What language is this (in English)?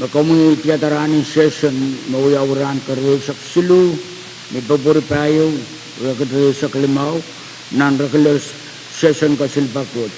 Pohnpeian